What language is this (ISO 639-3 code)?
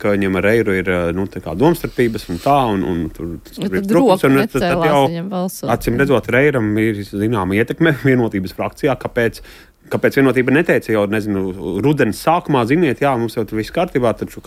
lav